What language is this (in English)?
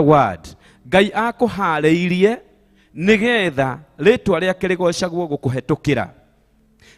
Kikuyu